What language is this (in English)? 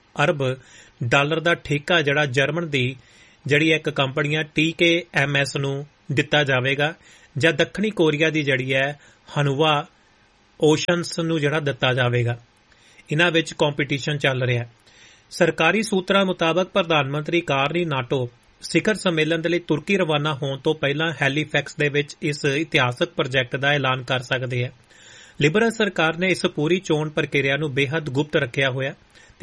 Punjabi